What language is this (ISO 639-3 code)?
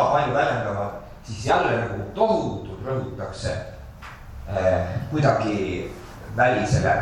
est